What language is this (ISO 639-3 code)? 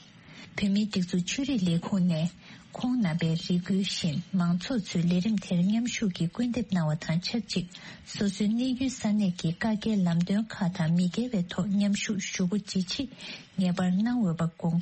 bod